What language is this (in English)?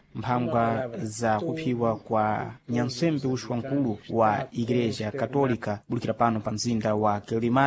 Sena